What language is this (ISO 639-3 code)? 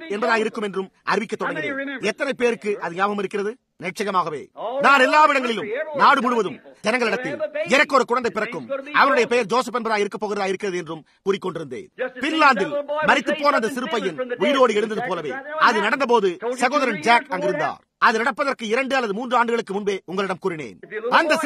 tam